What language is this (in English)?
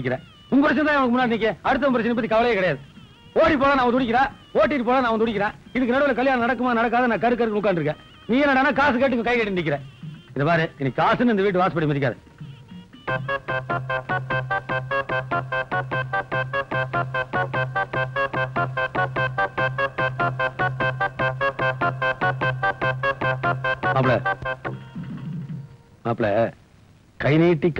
Tamil